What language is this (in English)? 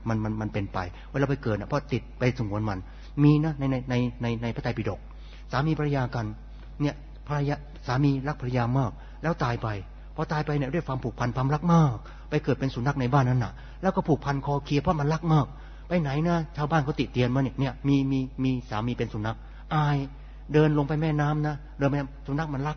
Thai